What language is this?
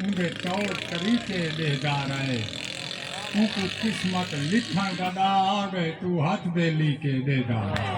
Saraiki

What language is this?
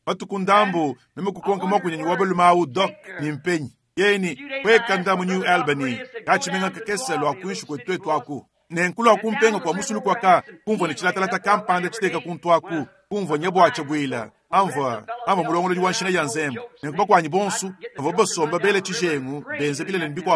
Luba-Lulua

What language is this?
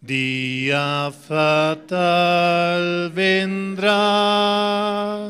South Bolivian Quechua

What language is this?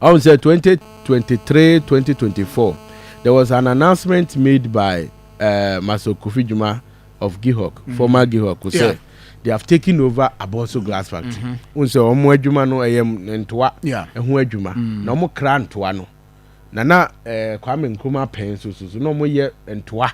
Akan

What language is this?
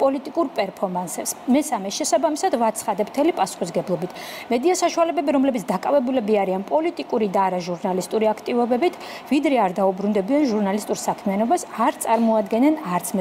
Georgian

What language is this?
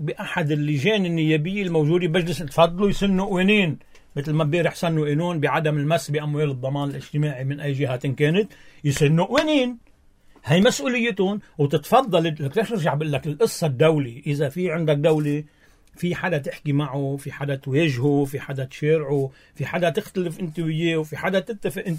North Levantine Arabic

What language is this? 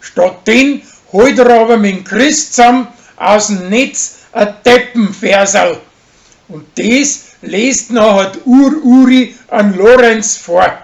Bavarian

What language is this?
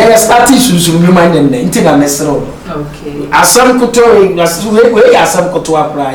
Akan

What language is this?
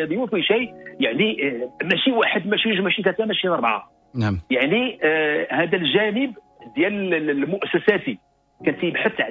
Moroccan Arabic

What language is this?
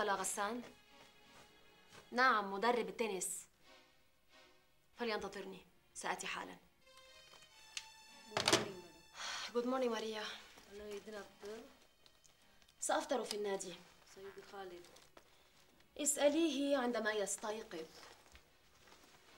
Arabic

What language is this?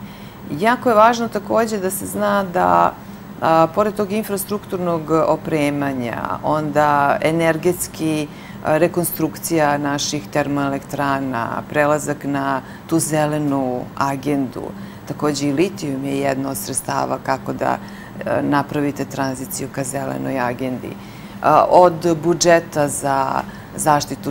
Serbian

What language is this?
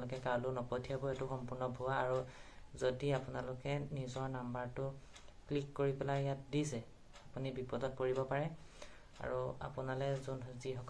Assamese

